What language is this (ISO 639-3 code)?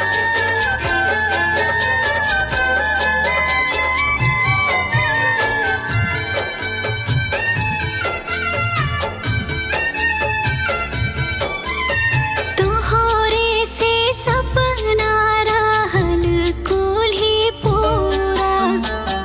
bho